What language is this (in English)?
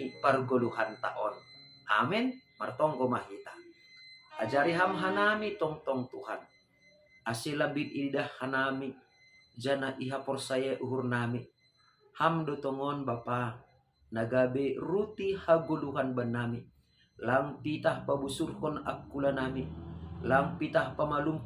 Batak Simalungun